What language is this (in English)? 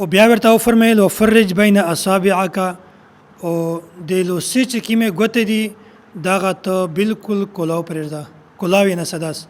Pashto